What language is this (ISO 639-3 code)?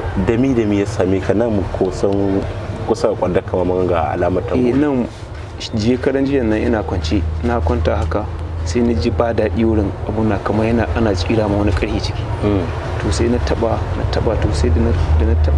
hau